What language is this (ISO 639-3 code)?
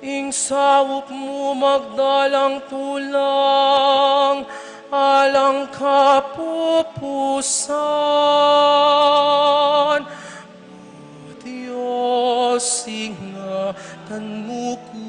pam